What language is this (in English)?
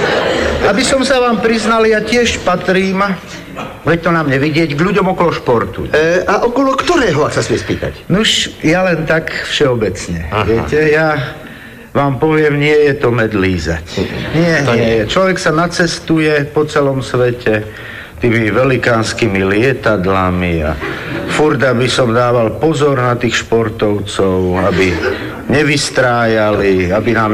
Slovak